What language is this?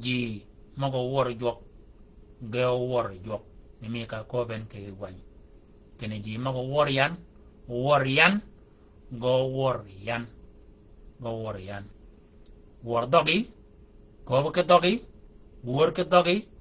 Shilluk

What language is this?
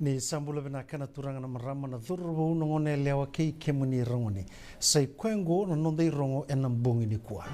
Fijian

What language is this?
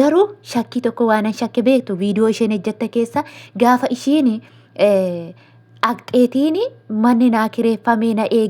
Oromo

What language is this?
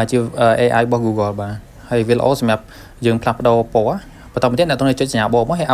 Khmer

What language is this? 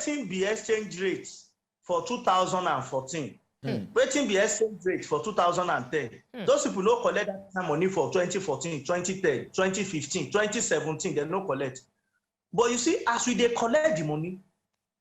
Nigerian Pidgin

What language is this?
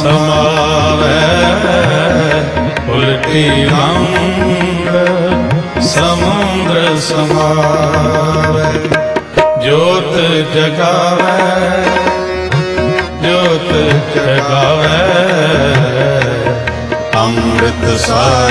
Punjabi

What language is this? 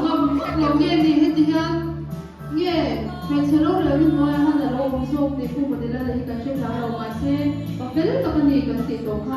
Mizo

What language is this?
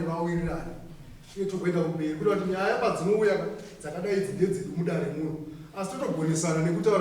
Shona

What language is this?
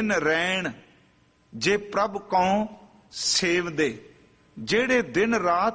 Punjabi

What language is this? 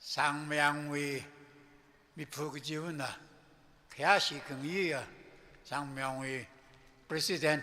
Tangkhul Naga (India)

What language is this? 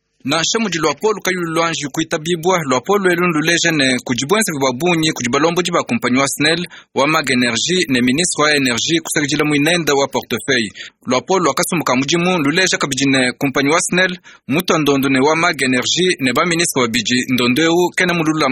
Luba-Lulua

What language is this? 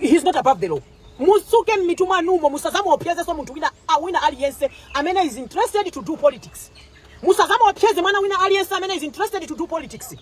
Nyanja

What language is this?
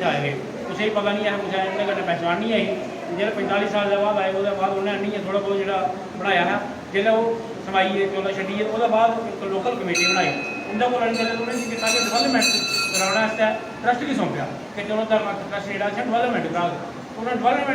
Dogri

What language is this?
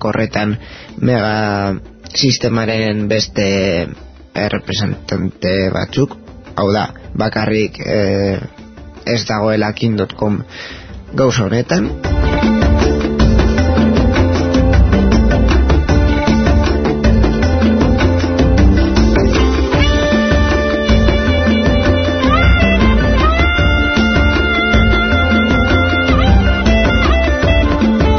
Basque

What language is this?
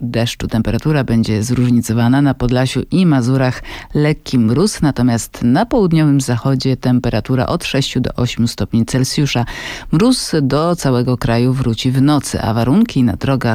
Polish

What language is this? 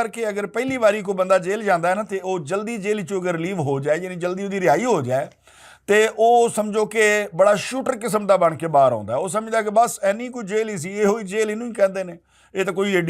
Western Panjabi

